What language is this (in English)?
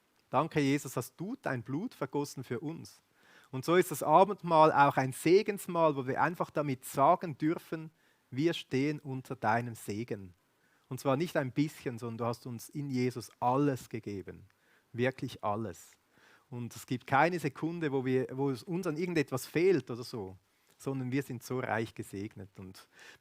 Swiss German